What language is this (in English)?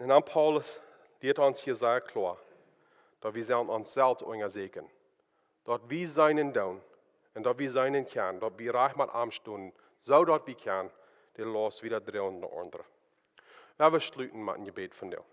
Plautdietsch